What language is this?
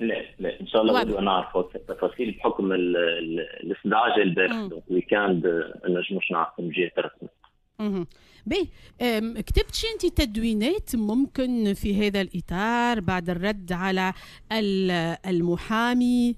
Tunisian Arabic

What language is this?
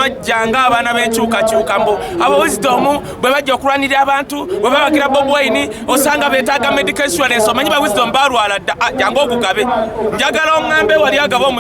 Ganda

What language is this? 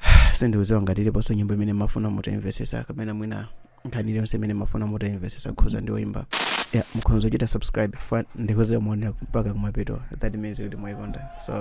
Nyanja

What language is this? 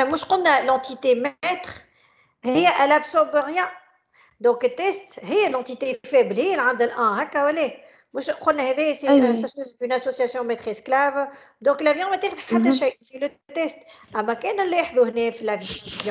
Tunisian Arabic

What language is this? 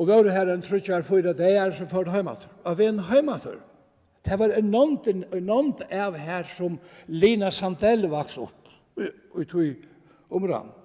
Faroese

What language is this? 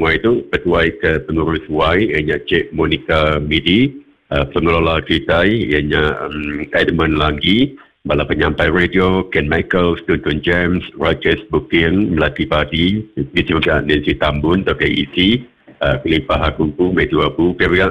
Iban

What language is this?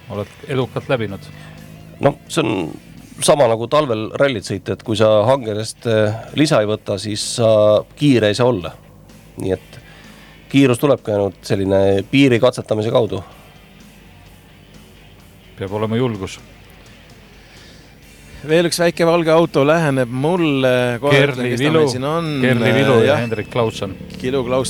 Estonian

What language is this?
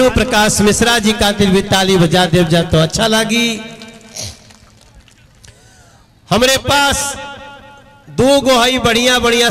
Bhojpuri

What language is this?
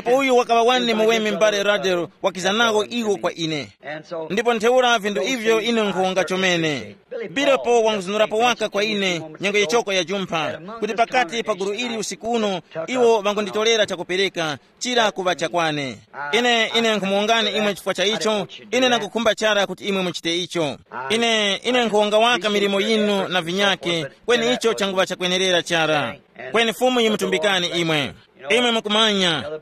Tumbuka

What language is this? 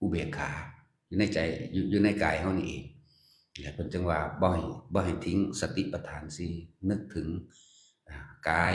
Northeastern Thai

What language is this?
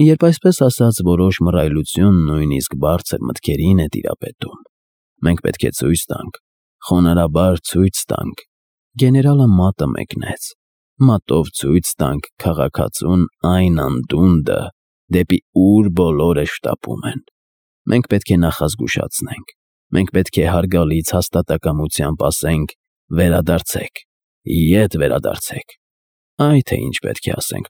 Armenian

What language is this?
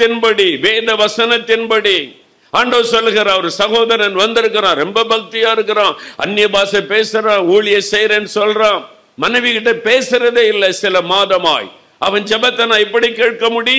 Tamil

